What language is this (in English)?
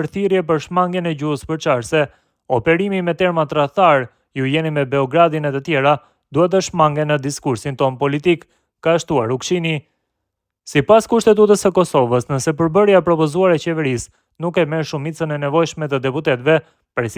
Albanian